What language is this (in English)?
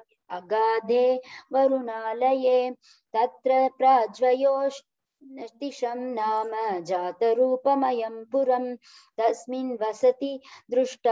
Sanskrit